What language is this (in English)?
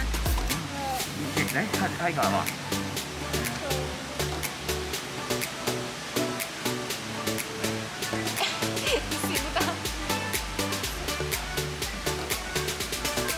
Chinese